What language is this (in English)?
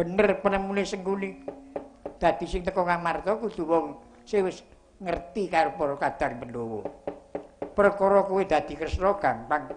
Javanese